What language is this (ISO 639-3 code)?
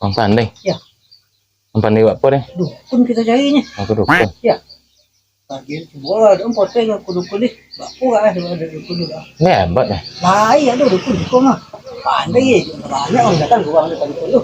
min